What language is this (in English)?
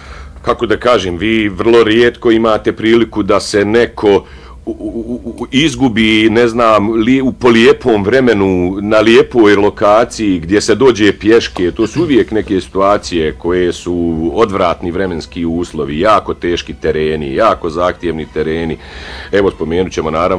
Bosnian